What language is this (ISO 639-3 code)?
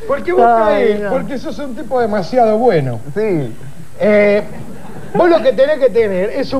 spa